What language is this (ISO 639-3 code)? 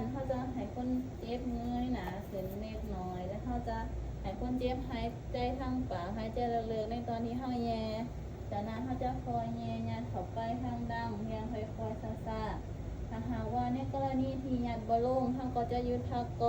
lao